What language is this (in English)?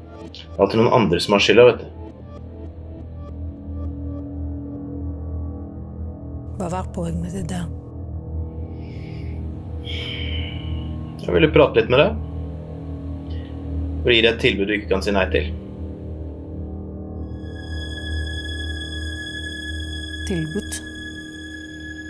Norwegian